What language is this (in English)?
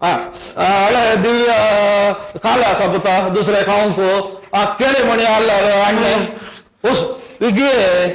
Konkani